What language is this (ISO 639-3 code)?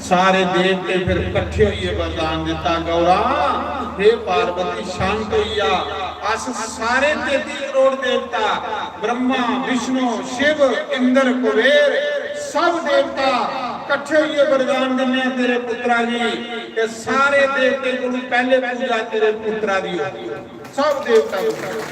doi